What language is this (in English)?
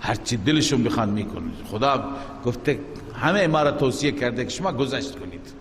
Persian